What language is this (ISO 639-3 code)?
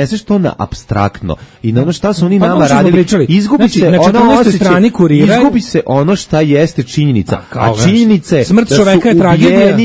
srp